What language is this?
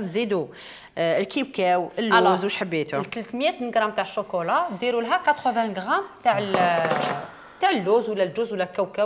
Algerian Arabic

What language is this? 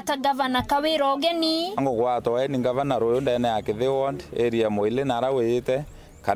Meru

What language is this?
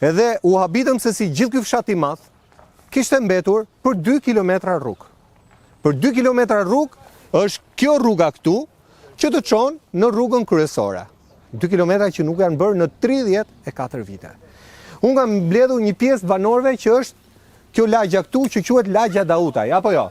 Albanian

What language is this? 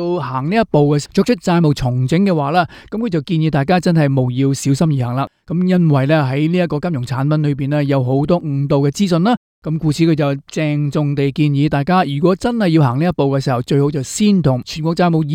Cantonese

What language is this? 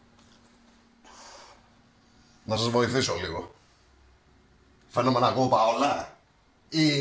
Greek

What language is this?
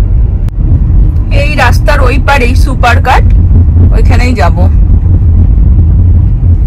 Bangla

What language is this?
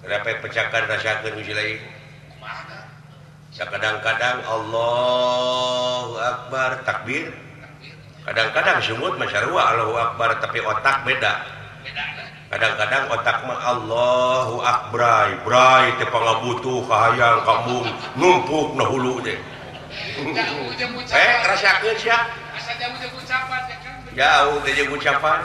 Sundanese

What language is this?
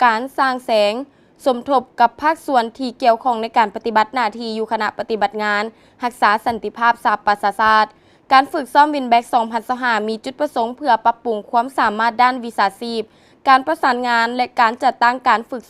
Lao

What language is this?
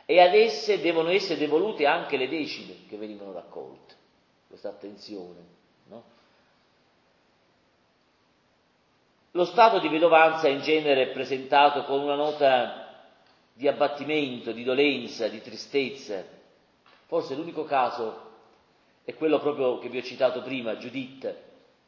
Italian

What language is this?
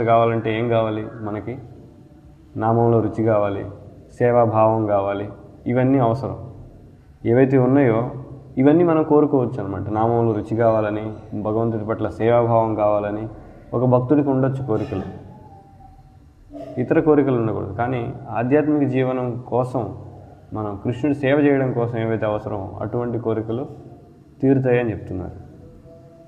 Telugu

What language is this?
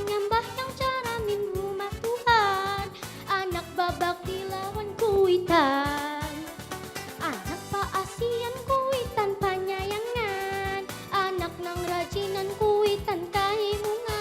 Banjar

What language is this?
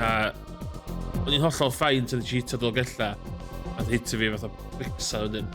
Welsh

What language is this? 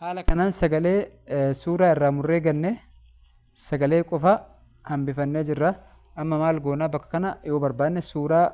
Oromo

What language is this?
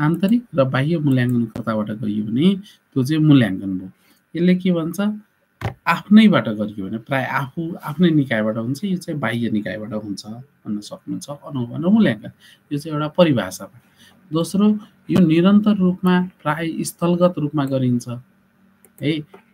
Nepali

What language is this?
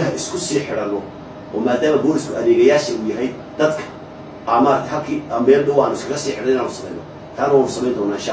Somali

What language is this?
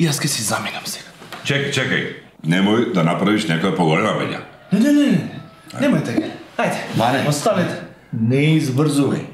Macedonian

